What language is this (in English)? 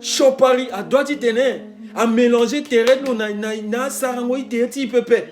Sango